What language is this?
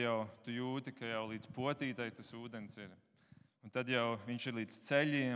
Latvian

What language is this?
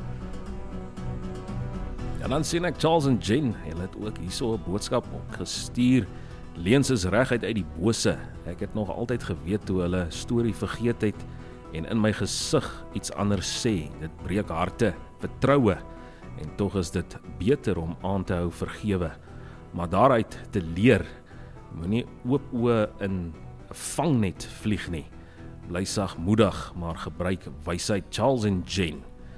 Afrikaans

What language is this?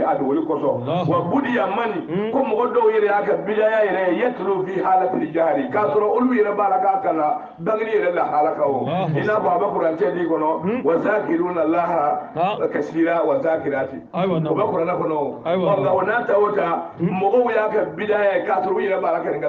Bambara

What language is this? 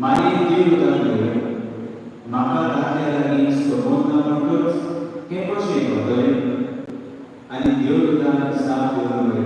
Konkani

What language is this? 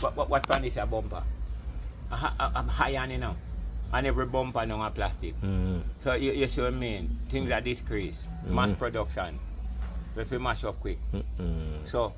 Jamaican Creole English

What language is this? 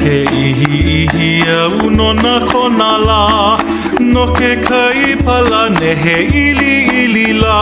Hawaiian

